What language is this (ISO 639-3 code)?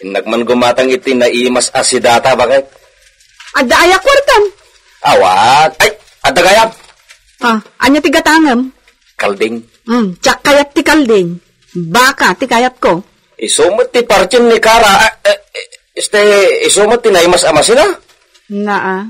ilo